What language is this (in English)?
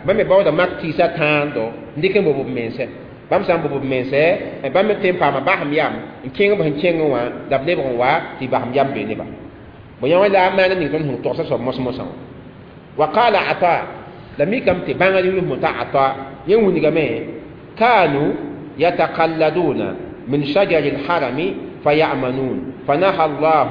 Mossi